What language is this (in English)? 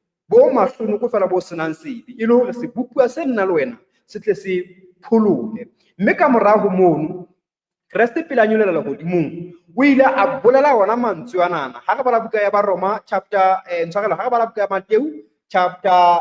Southern Sotho